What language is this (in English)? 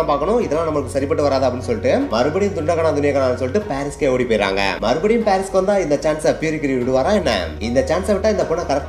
Tamil